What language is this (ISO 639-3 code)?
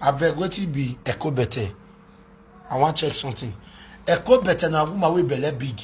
pcm